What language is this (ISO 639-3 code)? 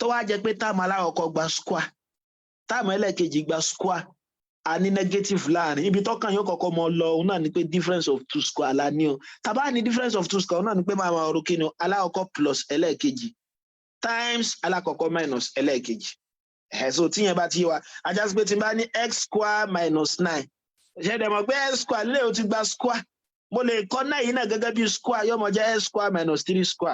yor